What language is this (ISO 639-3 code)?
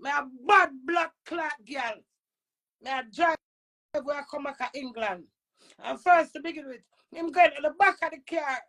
jam